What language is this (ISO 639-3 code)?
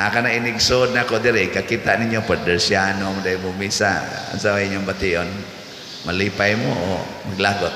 ceb